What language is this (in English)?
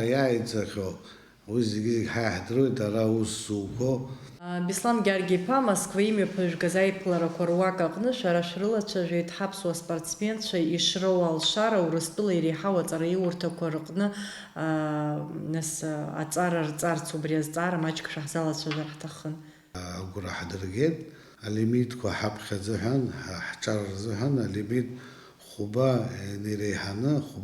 Abkhazian